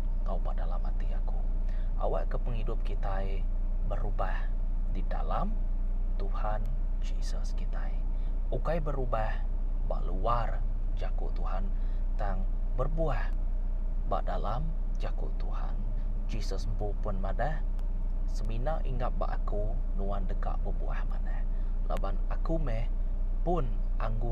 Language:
Iban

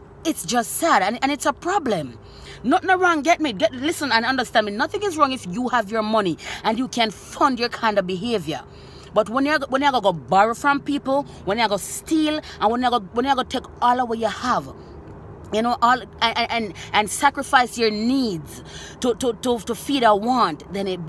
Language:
Jamaican Creole English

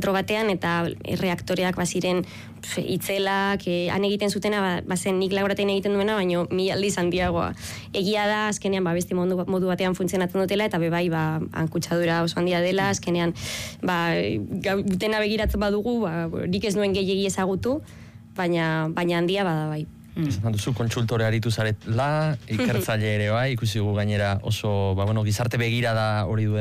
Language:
Basque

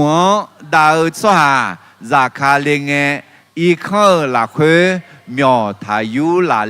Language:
Akha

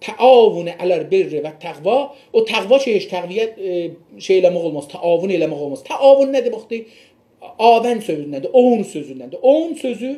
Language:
South Azerbaijani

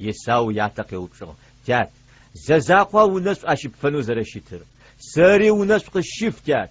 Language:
Adyghe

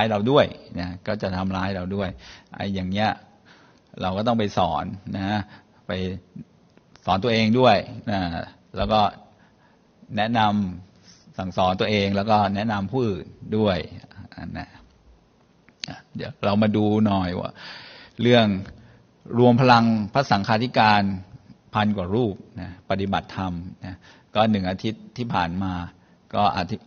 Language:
Thai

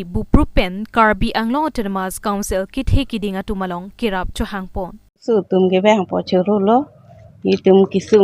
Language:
Karbi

